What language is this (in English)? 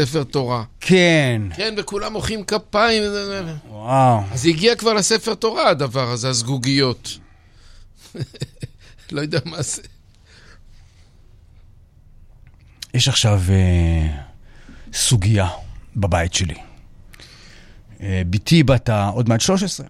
Hebrew